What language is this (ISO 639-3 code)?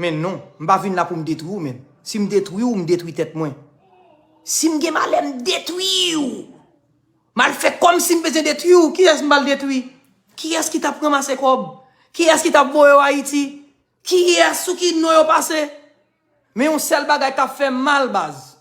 hat